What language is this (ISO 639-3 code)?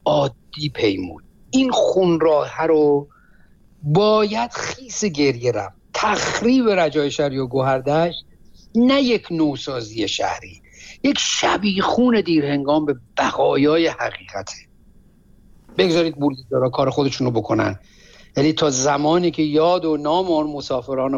fas